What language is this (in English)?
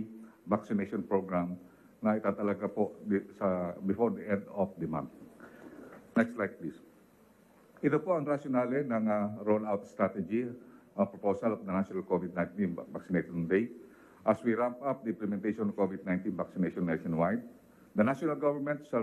Filipino